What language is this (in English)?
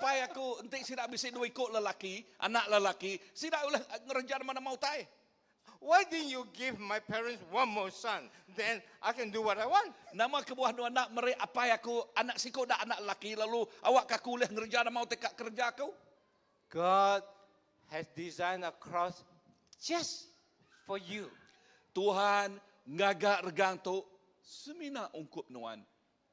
Iban